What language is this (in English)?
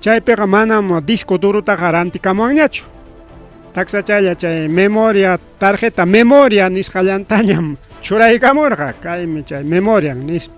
Ayacucho Quechua